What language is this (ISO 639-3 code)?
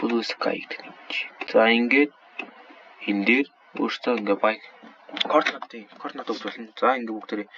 mon